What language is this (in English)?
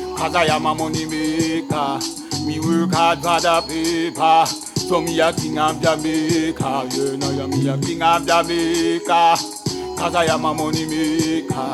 Jamaican Creole English